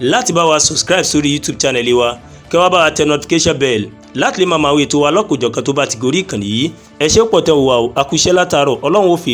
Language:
Yoruba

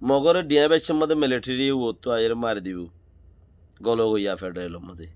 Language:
Rohingya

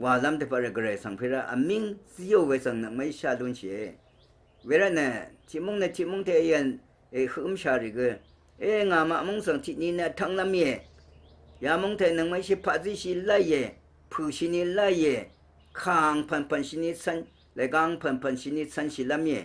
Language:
Rawang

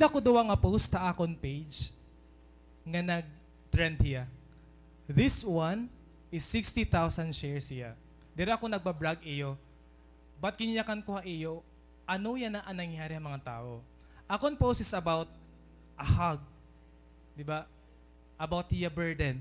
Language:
Waray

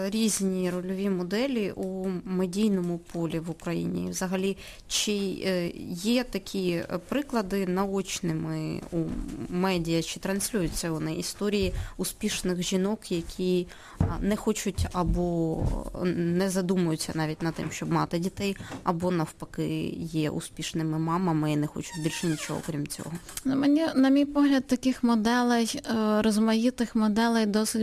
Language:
Ukrainian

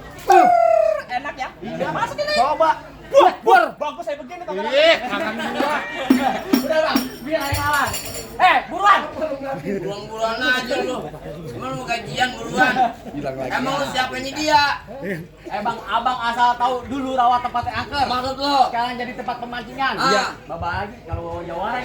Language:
Betawi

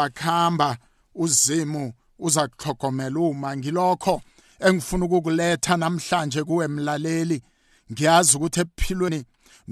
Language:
South Ndebele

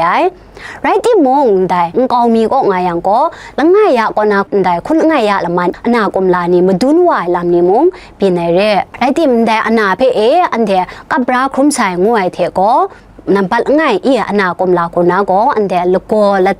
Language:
Kachin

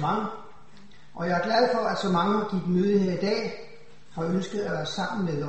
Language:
Danish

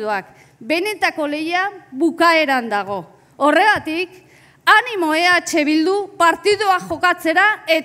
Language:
Basque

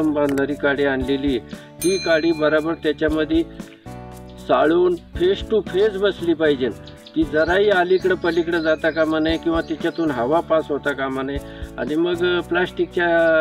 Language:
Marathi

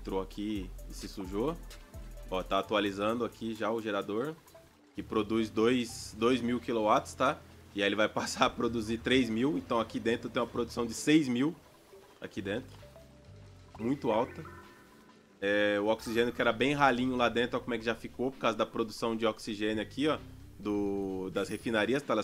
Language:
Portuguese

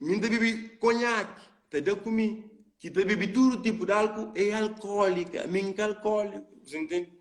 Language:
Kabuverdianu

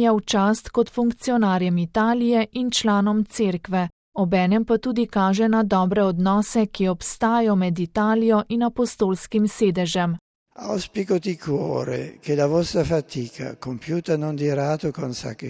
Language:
Slovenian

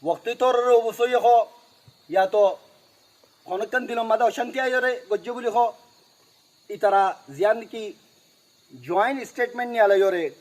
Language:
Rohingya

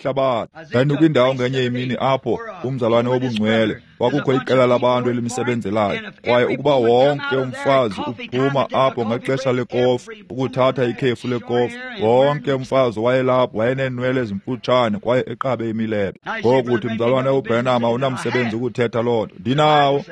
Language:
Xhosa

